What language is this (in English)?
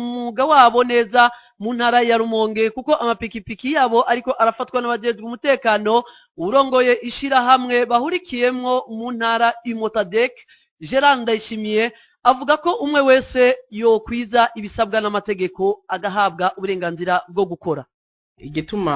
Rundi